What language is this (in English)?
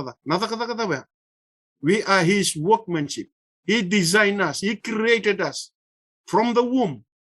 Fijian